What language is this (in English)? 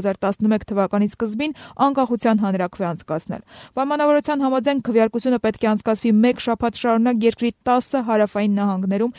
Armenian